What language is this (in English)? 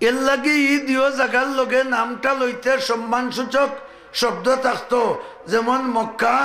Sylheti